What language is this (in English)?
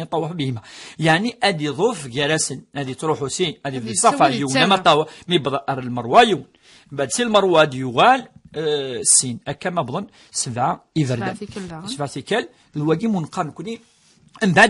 Kabyle